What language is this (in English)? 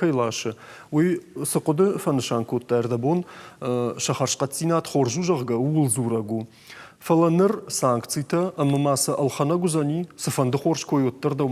Ossetic